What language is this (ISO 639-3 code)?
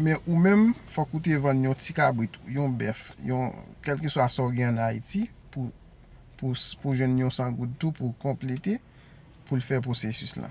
hat